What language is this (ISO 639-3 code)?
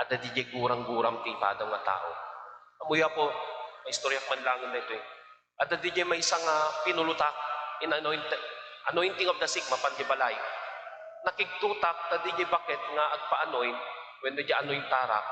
ilo